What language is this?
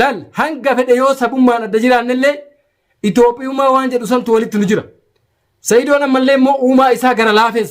Oromo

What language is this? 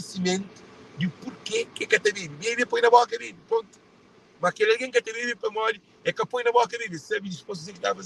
Kabuverdianu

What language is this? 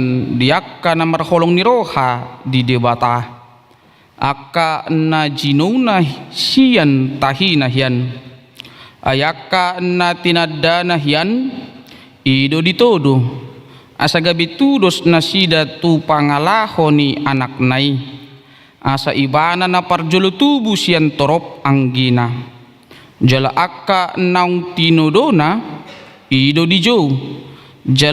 Batak Toba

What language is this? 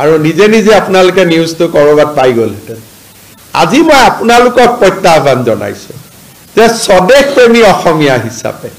Assamese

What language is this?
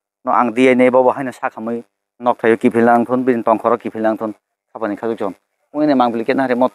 Kok Borok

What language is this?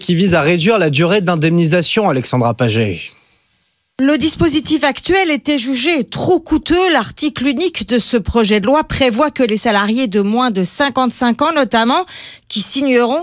French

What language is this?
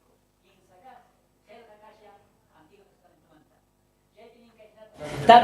South Bolivian Quechua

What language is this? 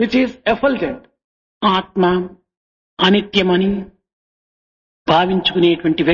Telugu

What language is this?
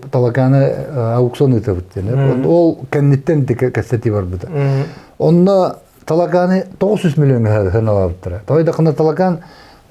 Yakut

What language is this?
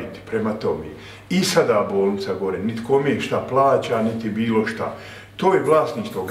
Bosnian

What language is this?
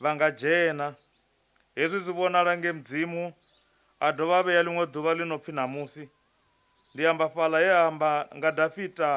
Venda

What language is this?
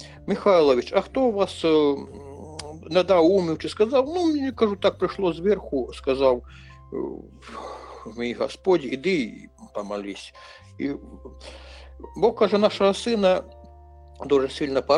Ukrainian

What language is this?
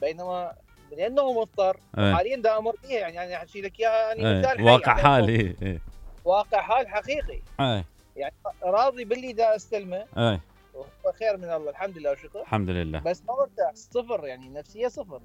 Mesopotamian Arabic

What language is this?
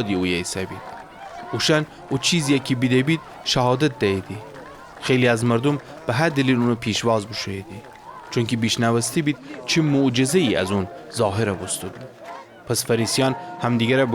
Gilaki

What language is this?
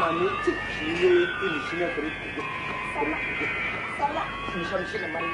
Naga Pidgin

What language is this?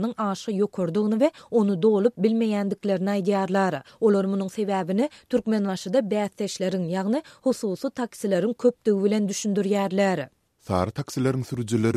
Turkmen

